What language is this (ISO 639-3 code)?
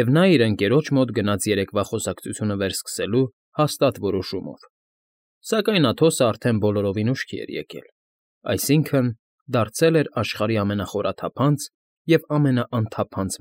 hye